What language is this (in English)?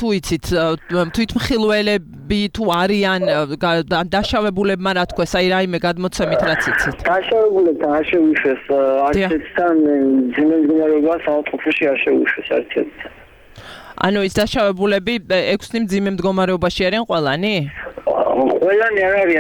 Georgian